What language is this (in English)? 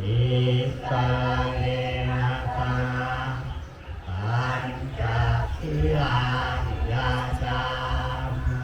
Pali